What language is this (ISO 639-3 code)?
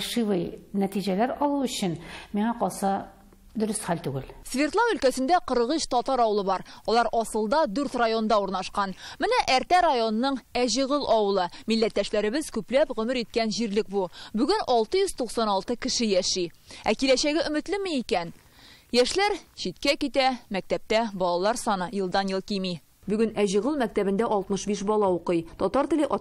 tat